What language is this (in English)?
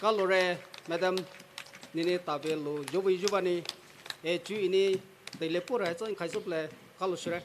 Poumei Naga